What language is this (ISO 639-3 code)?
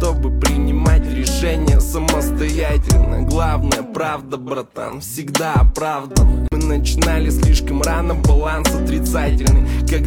rus